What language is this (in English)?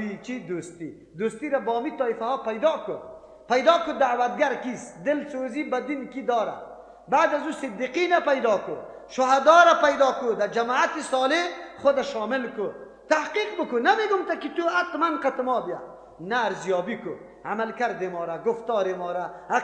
Persian